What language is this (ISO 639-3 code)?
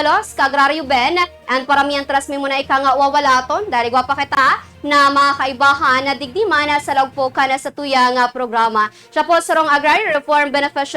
bik